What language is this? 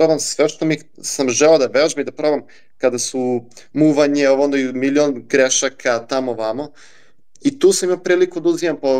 Serbian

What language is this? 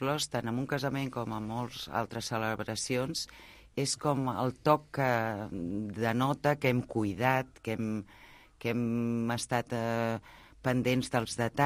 Catalan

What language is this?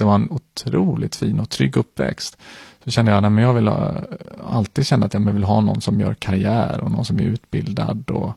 Swedish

